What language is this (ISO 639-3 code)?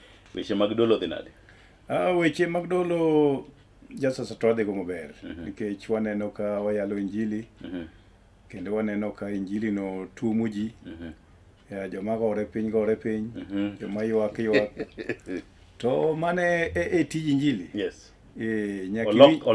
luo